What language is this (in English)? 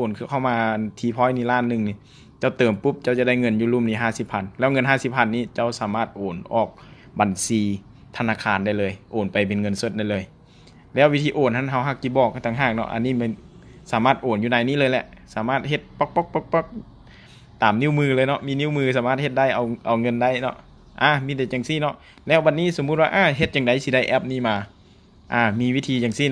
Lao